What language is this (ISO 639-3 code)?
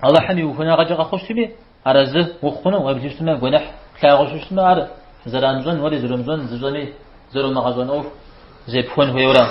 kbd